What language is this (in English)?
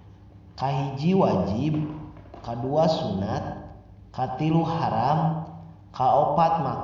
Sundanese